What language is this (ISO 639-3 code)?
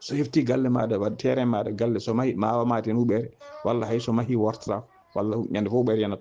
ful